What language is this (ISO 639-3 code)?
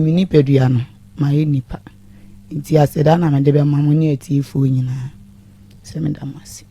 aka